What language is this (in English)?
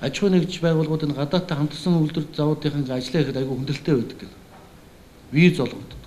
Mongolian